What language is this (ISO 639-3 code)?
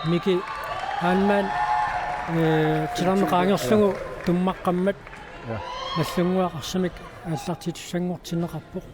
kal